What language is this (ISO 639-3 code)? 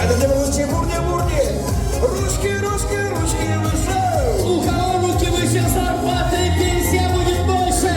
chv